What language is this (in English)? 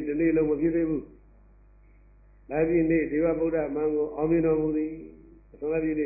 Burmese